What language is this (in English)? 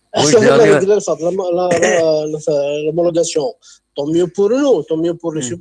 Kabyle